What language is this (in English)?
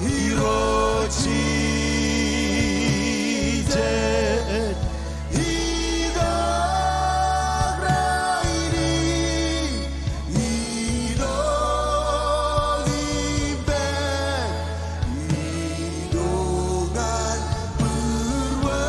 Marshallese